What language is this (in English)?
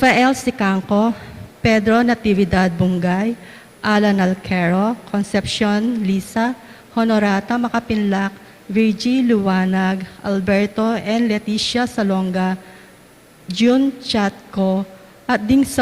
Pampanga